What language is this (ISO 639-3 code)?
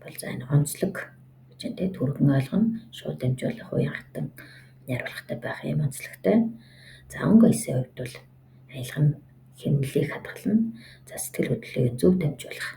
mon